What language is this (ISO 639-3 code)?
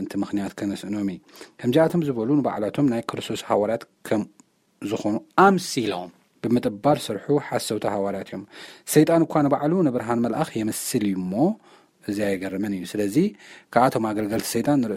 tir